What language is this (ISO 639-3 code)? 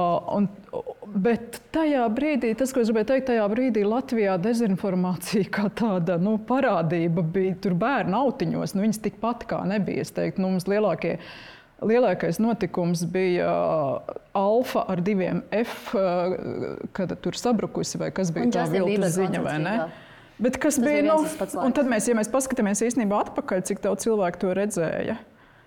lav